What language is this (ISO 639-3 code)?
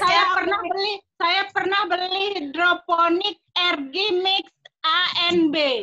ind